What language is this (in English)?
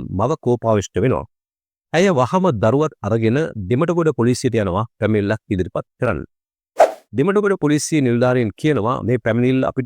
Sinhala